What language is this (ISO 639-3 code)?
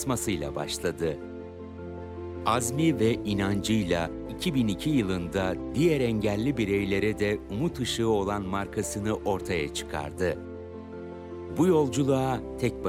tur